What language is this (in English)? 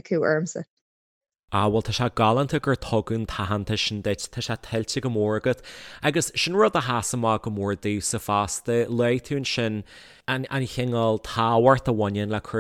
Irish